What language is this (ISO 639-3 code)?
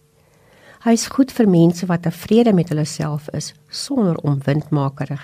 afr